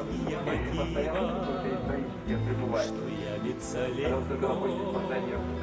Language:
Russian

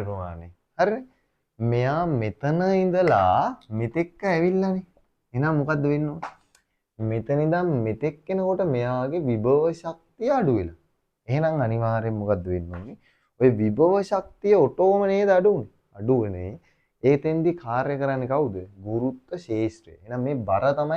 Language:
Sinhala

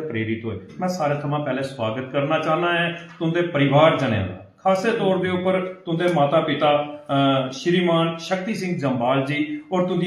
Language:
Dogri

